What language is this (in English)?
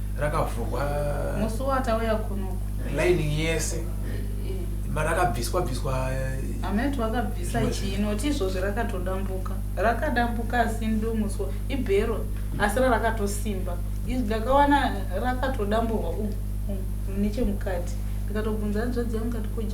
Shona